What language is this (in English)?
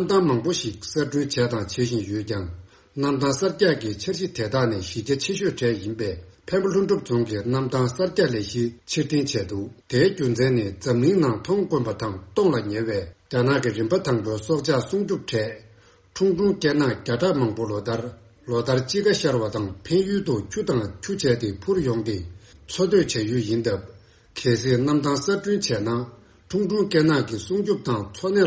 Tibetan